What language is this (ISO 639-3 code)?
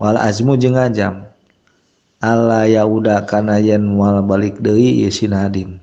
sun